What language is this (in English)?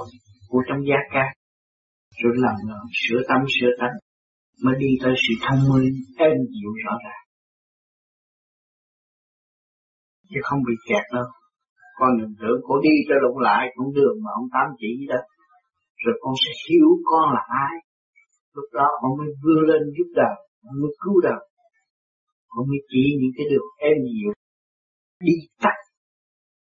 Vietnamese